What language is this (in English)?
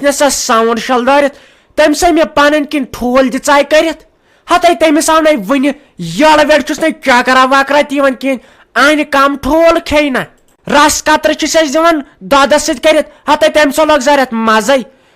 Kashmiri